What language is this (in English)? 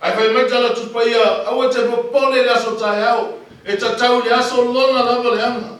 Samoan